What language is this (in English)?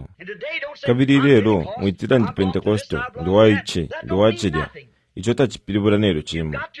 Bemba